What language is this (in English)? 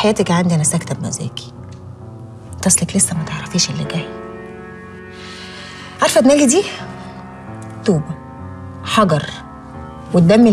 Egyptian Arabic